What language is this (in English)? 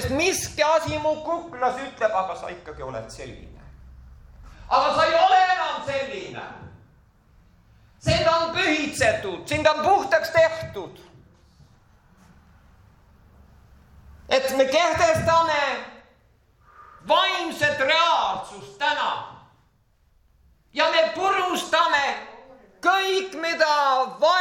Estonian